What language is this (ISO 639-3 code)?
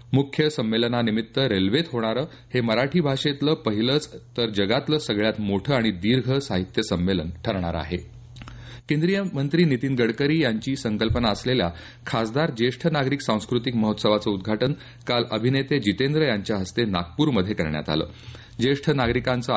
mar